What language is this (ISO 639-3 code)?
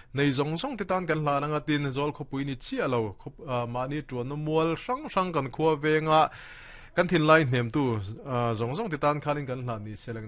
lus